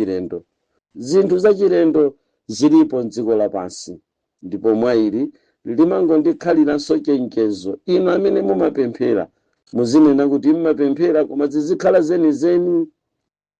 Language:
Nyanja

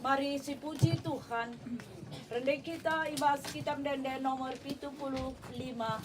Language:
Batak Karo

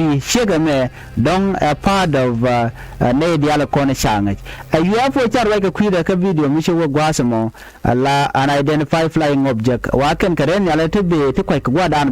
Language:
Nuer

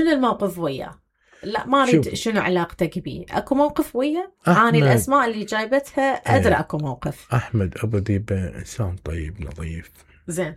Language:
Mesopotamian Arabic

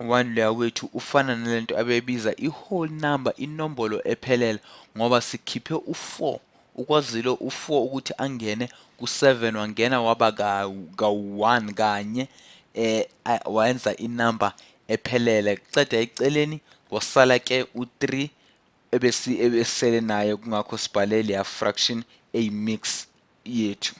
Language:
Zulu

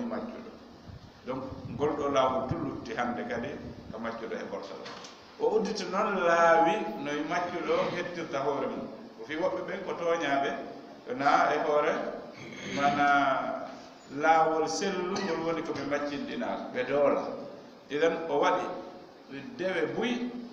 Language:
Fula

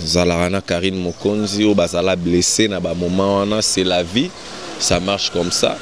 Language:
Lingala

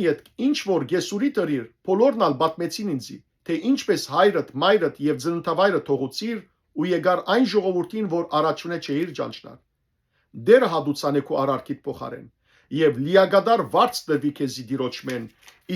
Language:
Western Armenian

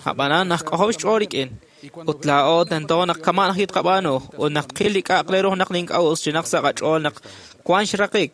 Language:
Kekchí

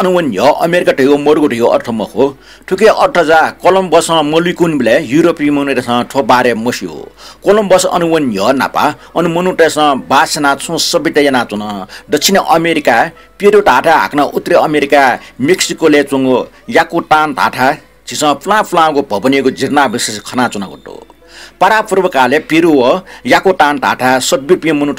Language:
Newari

